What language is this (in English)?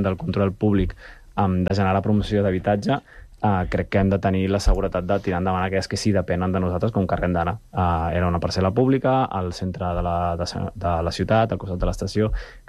Catalan